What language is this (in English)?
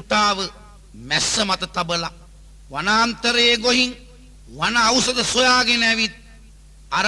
Sinhala